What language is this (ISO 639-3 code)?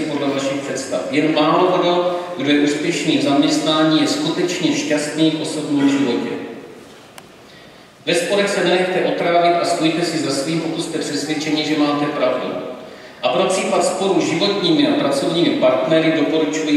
ces